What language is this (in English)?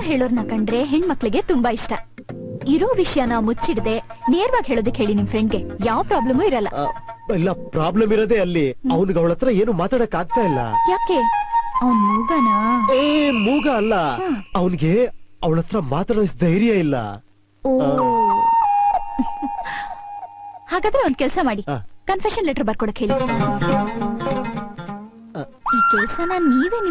Kannada